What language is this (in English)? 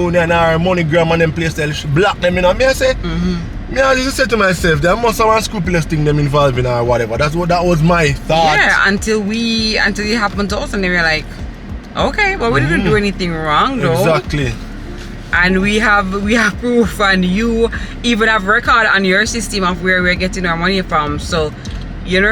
Jamaican Creole English